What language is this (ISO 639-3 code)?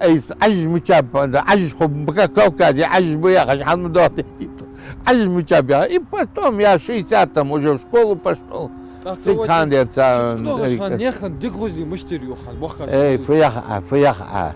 inh